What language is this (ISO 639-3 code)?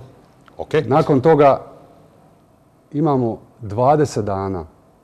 hrv